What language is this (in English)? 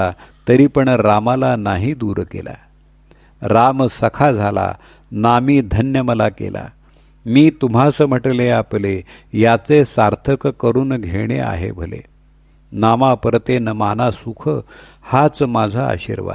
Marathi